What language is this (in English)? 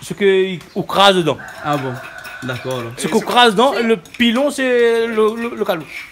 Réunion Creole French